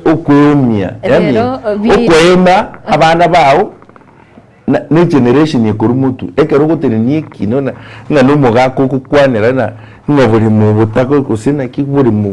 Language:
Gusii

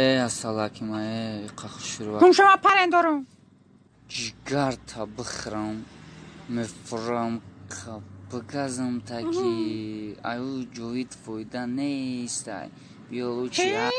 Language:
Tajik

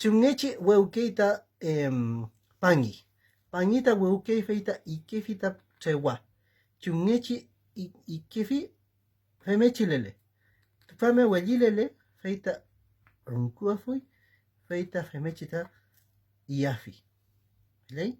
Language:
Mapuche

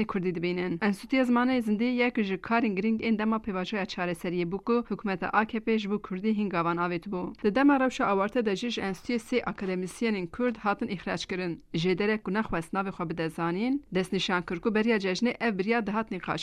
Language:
Kurdish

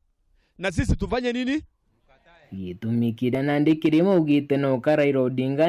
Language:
Meru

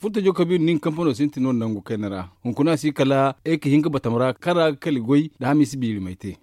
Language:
Zarma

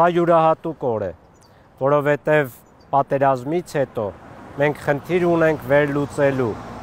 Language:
Armenian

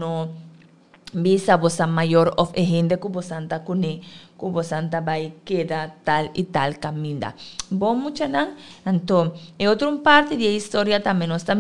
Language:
Papiamento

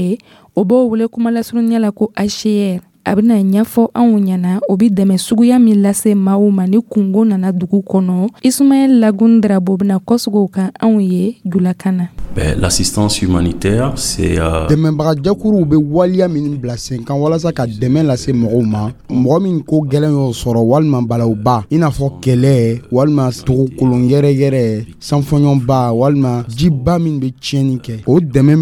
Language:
Dyula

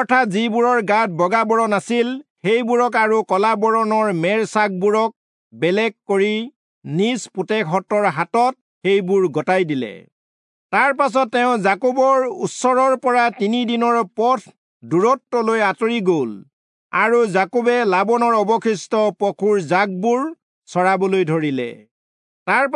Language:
Assamese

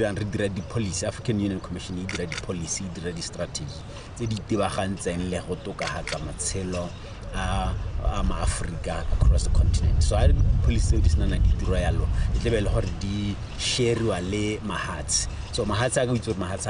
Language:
Tswana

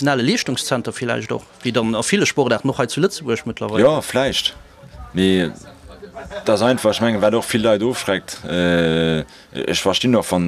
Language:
Luxembourgish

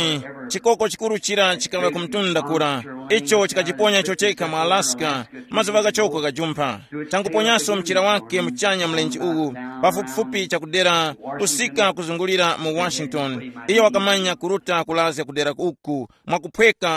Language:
Tumbuka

